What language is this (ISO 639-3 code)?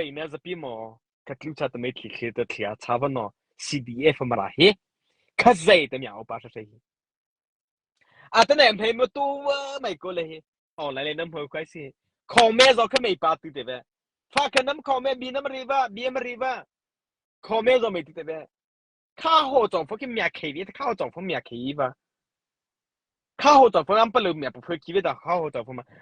mrh